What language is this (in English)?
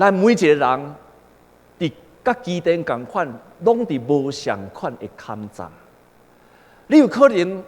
Min Nan Chinese